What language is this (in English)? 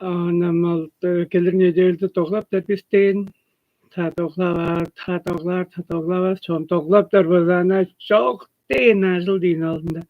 Tuvinian